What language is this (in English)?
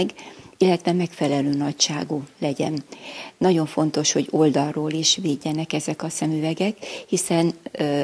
Hungarian